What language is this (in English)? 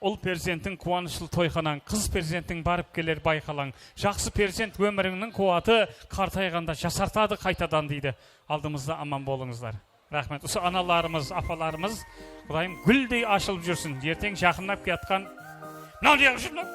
Kara-Kalpak